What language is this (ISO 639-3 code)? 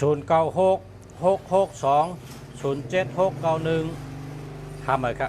shn